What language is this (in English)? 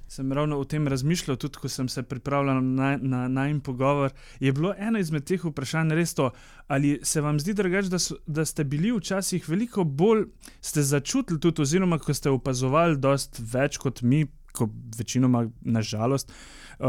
Slovenian